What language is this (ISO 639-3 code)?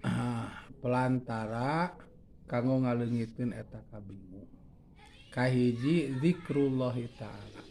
sun